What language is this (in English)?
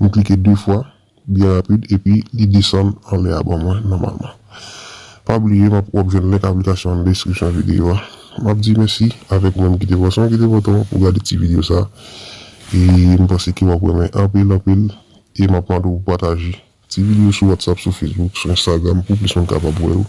Haitian Creole